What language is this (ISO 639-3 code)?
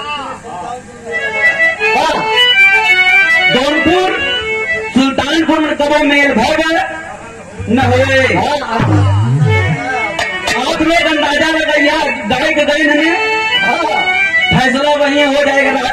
bho